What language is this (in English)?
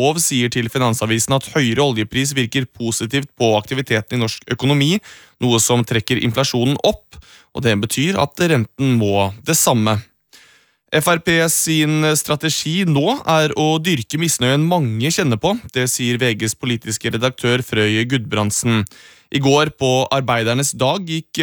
Norwegian